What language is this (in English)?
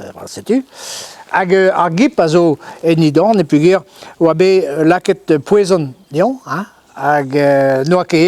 Breton